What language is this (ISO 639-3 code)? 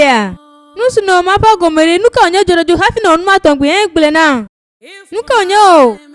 ewe